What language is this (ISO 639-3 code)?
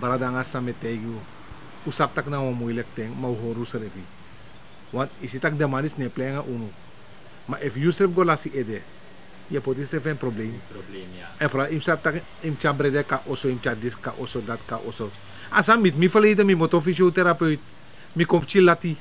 srn